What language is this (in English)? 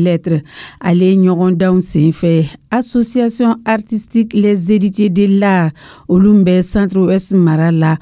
Dyula